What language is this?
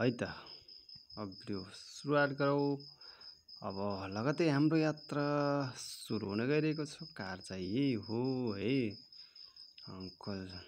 Nepali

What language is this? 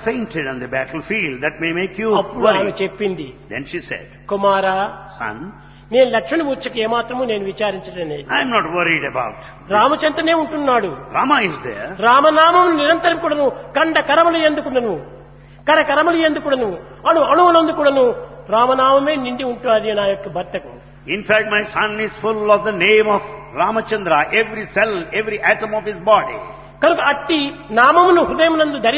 Telugu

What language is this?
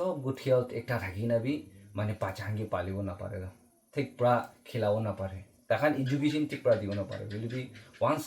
Naga Pidgin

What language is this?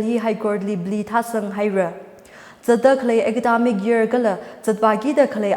Tangkhul Naga (India)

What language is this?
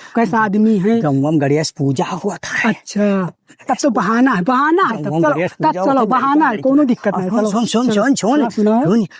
Awadhi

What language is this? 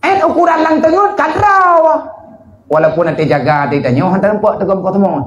Achinese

